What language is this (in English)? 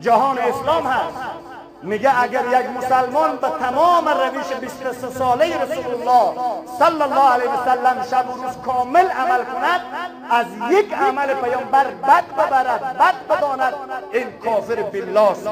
Tajik